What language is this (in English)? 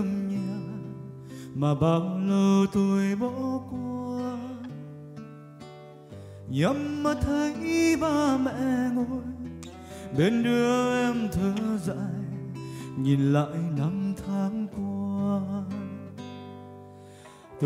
Vietnamese